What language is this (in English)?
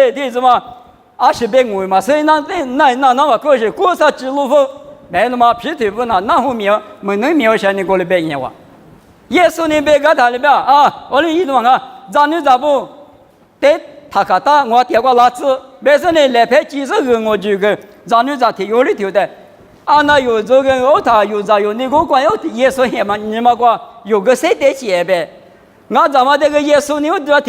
Lisu